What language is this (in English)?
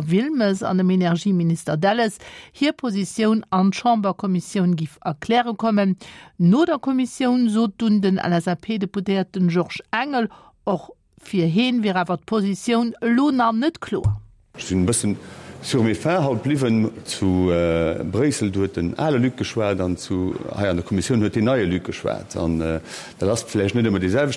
Luxembourgish